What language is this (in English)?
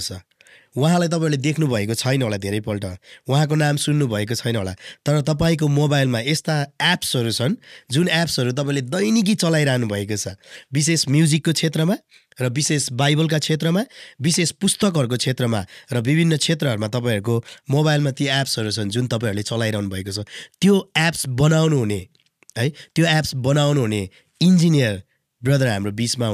Nepali